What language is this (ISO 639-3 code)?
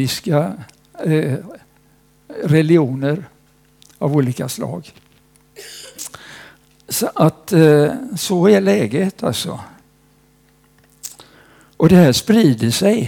swe